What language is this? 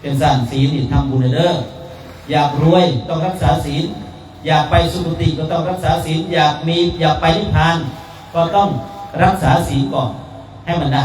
Northeastern Thai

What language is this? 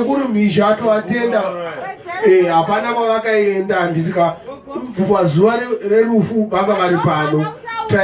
Shona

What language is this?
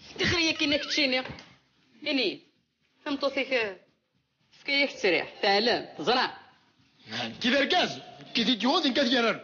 Kabyle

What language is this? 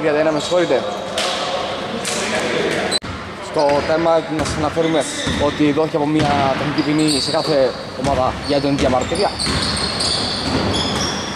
Greek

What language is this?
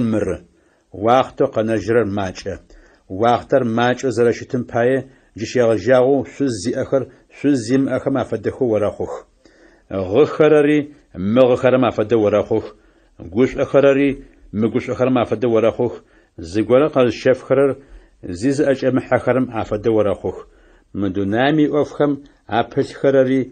Adyghe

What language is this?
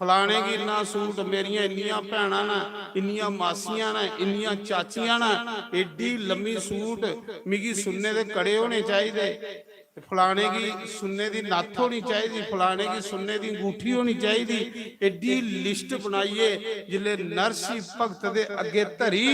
Dogri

